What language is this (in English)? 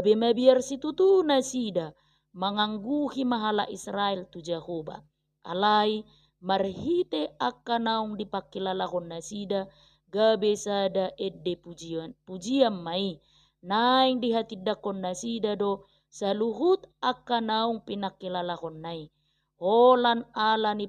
Batak Toba